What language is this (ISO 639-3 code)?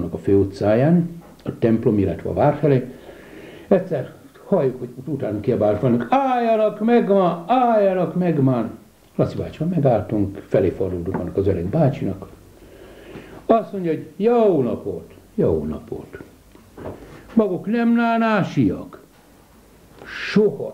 hun